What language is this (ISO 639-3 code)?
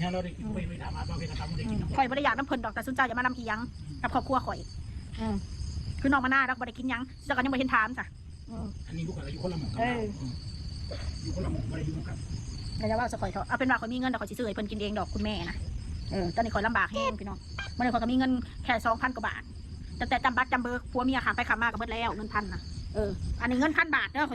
tts